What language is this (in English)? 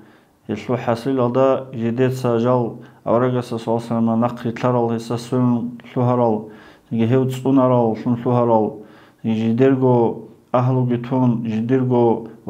Avaric